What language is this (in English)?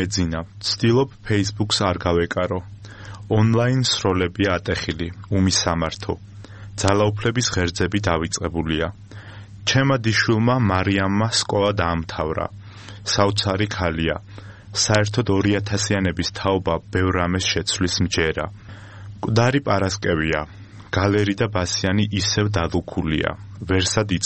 Georgian